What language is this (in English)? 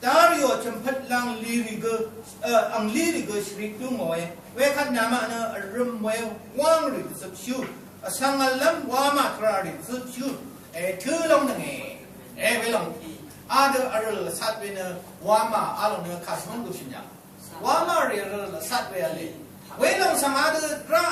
Rawang